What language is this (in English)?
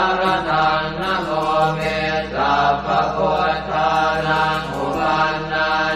Pali